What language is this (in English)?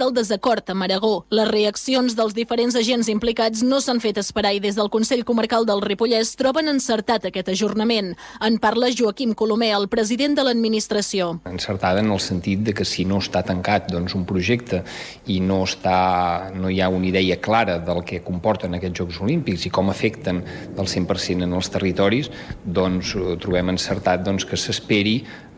Catalan